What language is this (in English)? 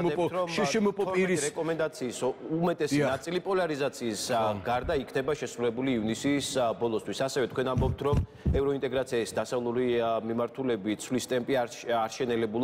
Georgian